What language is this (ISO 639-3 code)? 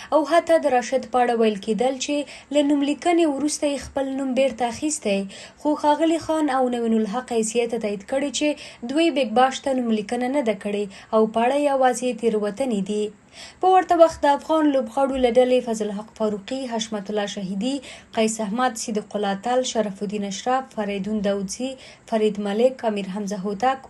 pus